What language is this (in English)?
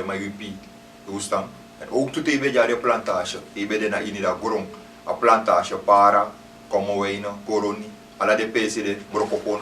Sranan Tongo